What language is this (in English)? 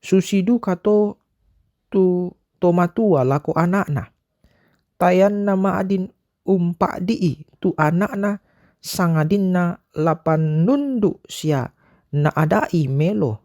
Toraja-Sa'dan